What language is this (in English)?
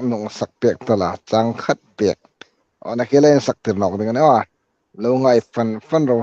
Hmar